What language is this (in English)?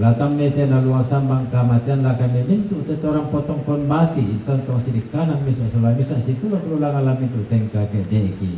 Toraja-Sa'dan